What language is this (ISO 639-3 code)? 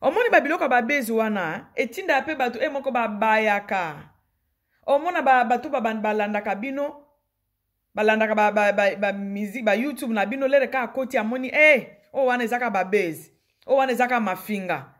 lin